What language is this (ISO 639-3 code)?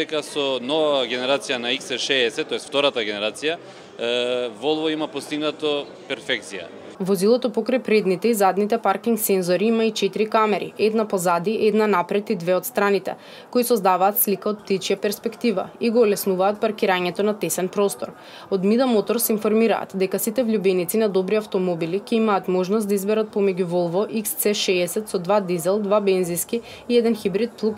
mkd